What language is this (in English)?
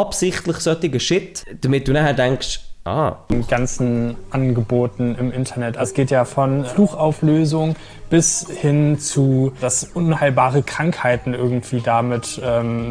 Swiss German